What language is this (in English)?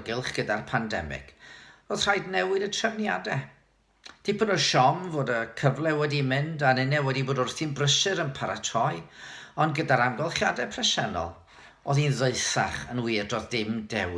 Welsh